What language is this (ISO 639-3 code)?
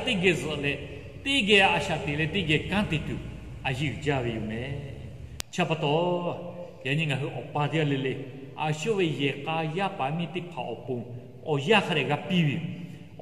lhu